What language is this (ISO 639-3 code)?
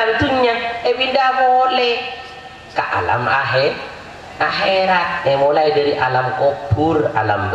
mad